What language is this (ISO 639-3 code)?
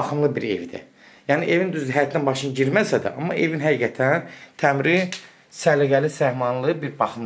aze